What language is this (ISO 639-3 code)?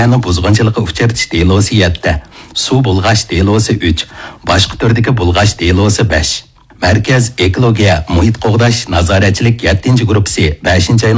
uig